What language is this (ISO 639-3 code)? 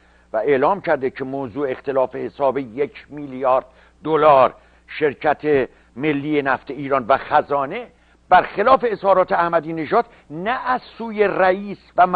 fas